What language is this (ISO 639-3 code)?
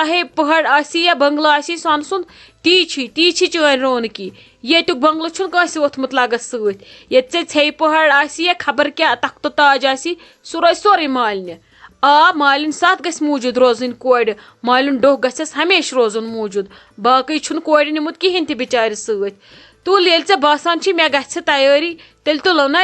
kas